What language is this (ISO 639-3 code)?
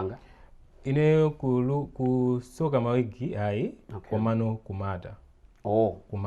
nya